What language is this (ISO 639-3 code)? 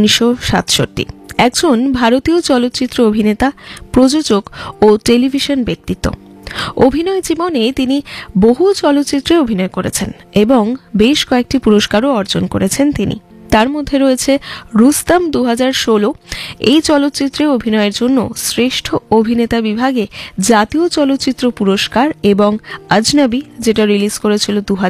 ben